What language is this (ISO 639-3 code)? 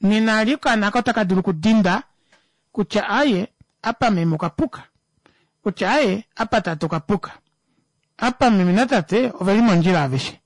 kua